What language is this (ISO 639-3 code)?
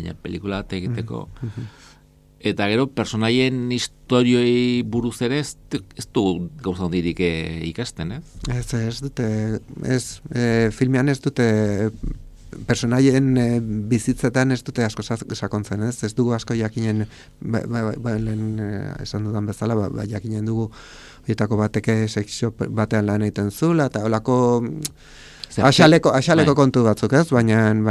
eus